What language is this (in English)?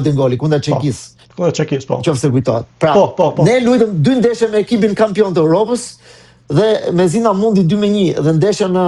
Albanian